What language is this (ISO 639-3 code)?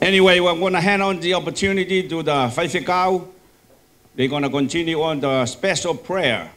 ton